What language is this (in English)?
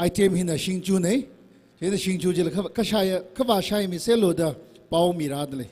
Tangkhul Naga (India)